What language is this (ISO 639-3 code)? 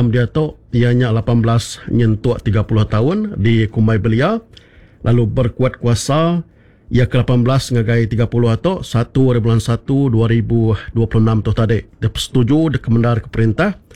iba